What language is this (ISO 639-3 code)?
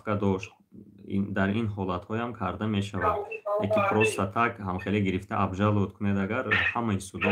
tgk